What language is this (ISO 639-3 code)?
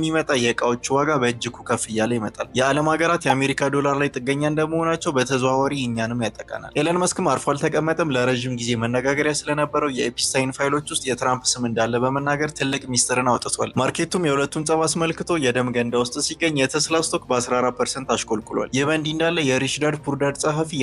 amh